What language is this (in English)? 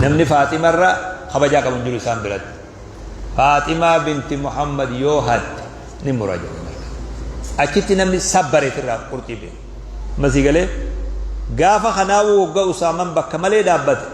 Oromo